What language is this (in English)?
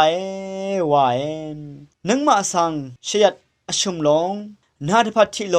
Rawang